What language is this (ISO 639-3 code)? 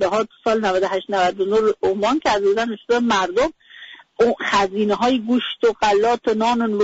fas